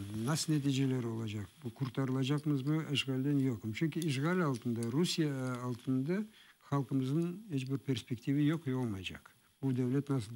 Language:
Crimean Tatar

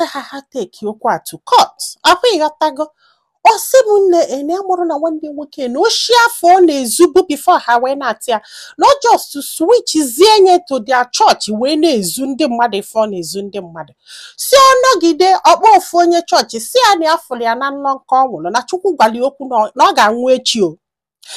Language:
Igbo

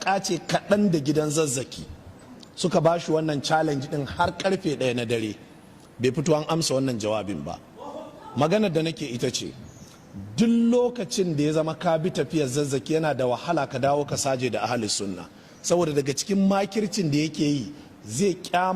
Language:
Hausa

